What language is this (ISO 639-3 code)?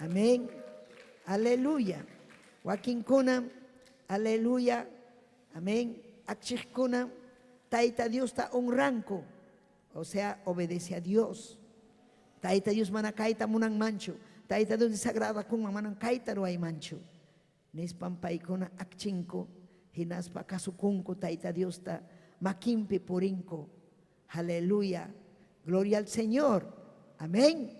quy